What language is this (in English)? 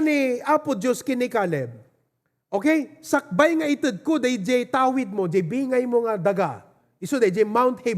Iloko